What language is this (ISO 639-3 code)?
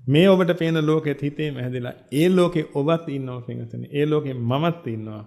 sin